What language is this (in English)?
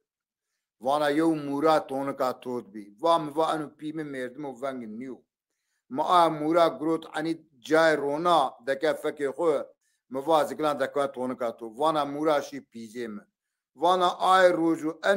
Zaza